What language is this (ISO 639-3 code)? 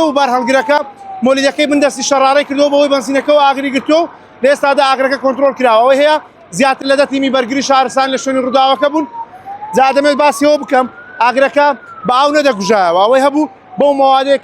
ckb